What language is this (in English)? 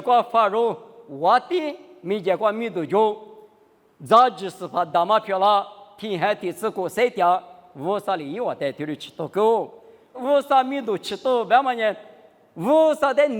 Lisu